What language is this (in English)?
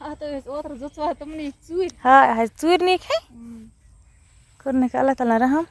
Kashmiri